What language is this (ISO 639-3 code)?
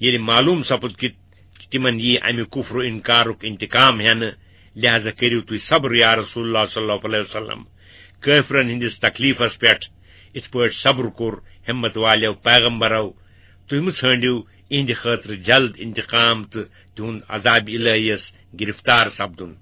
kas